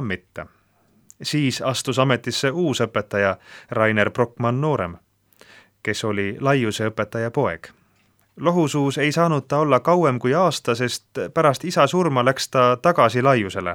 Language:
Estonian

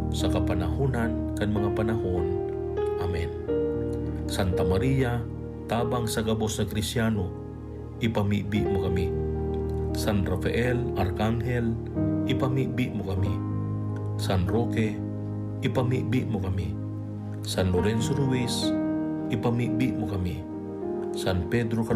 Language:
Bikol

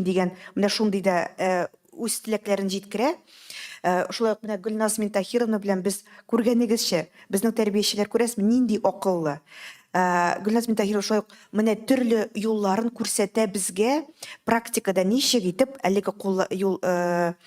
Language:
Tatar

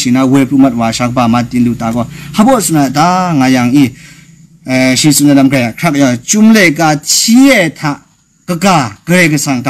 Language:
Kachin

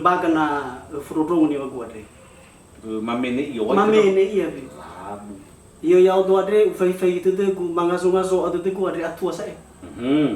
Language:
Nias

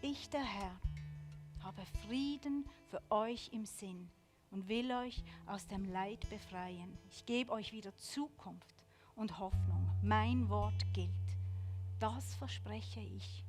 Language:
Swiss German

